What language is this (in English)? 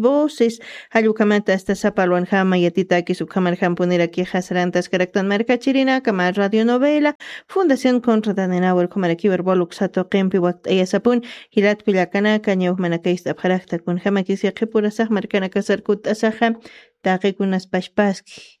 Aymara